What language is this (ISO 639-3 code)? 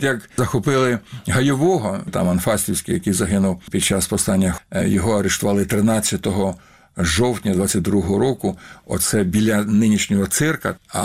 ukr